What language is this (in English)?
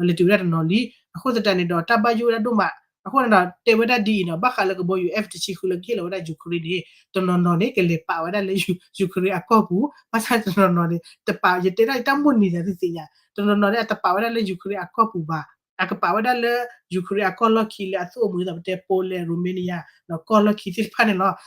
S'gaw Karen